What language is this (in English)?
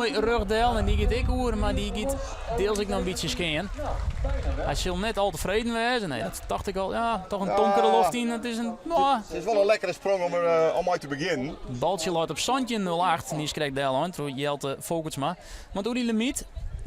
Western Frisian